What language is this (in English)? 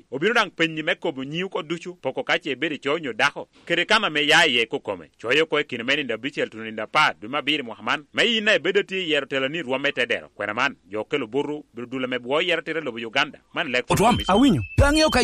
Lango (Uganda)